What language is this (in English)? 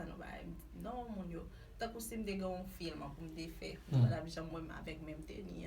Haitian Creole